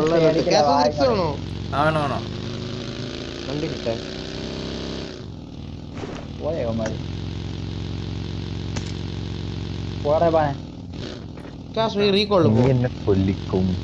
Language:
Malayalam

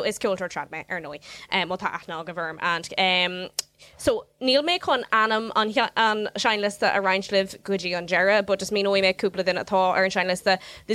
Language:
Irish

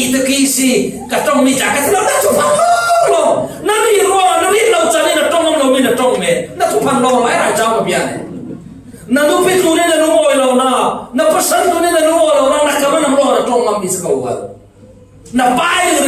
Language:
Falam Chin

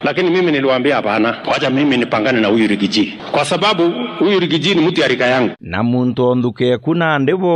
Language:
Meru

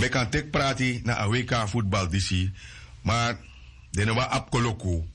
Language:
Sranan Tongo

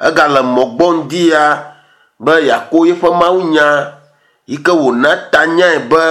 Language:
Ewe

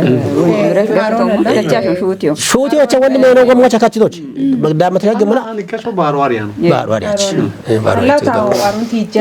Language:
Kafa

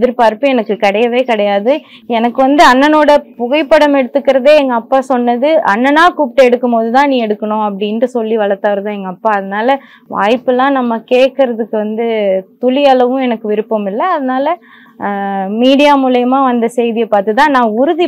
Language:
Tamil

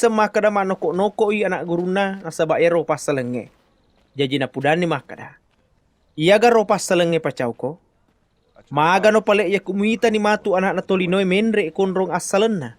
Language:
Buginese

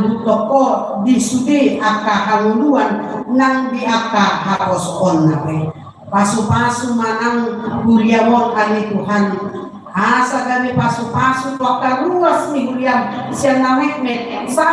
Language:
Batak Toba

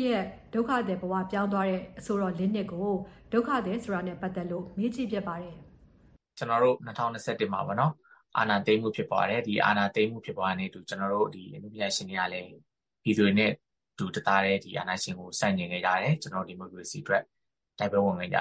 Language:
Burmese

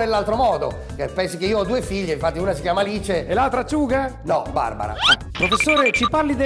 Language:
Italian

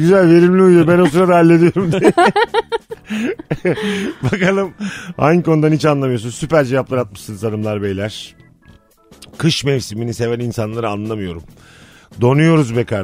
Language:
Turkish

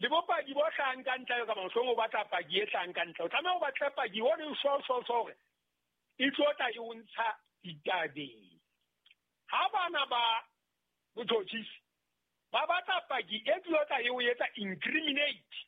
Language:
Southern Sotho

